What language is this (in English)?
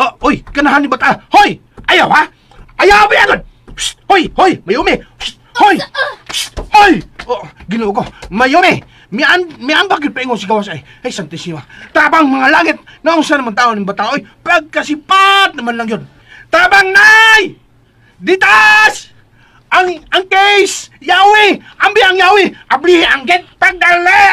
Cebuano